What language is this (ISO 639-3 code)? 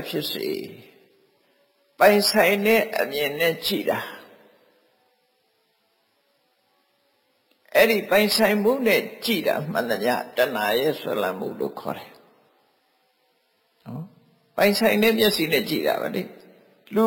mya